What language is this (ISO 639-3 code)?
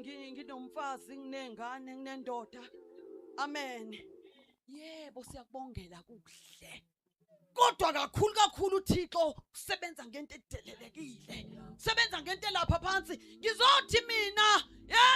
zul